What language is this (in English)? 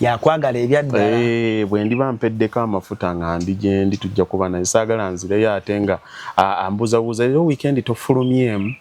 Ganda